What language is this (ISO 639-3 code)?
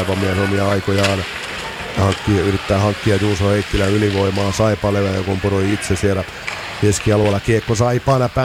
fin